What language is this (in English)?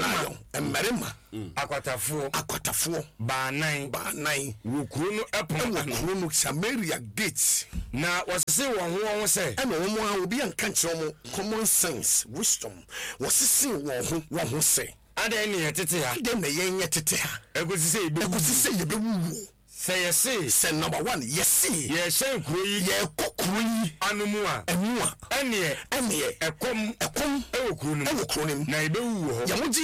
Akan